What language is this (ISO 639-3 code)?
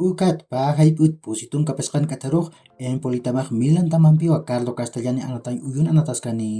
aym